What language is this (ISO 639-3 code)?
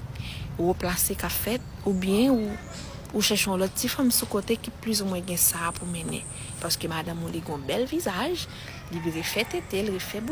hat